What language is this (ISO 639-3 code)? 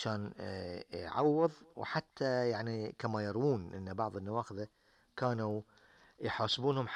afb